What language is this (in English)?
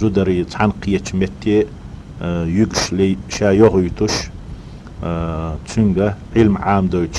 Chechen